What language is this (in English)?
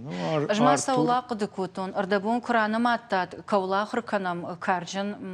Ossetic